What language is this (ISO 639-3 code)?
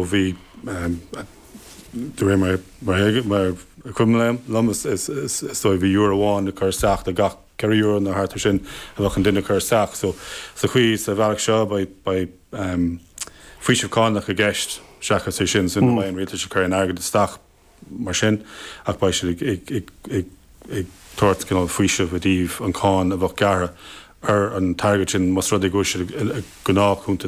gle